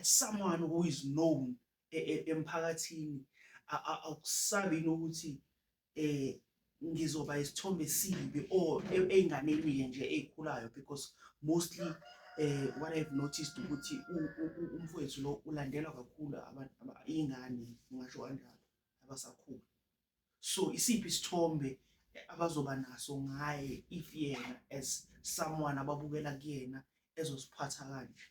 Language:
Zulu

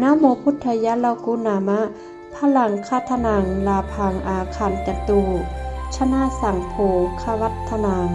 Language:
Pali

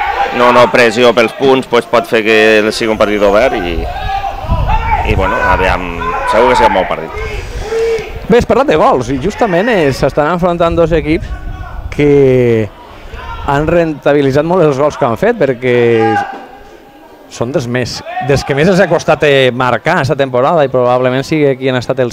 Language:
Catalan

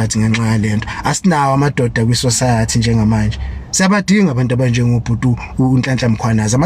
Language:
Zulu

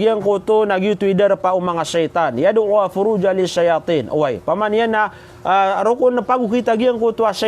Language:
Maranao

